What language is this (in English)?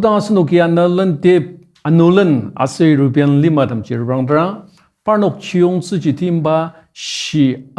Ao Naga